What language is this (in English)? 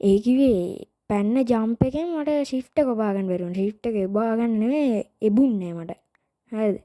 Sinhala